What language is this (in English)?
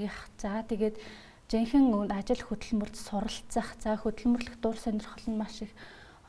Mongolian